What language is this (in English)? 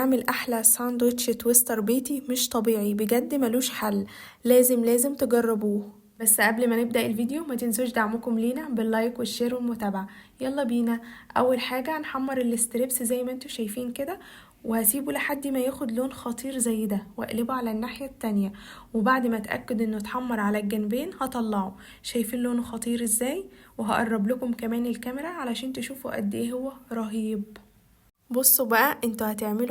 Egyptian Arabic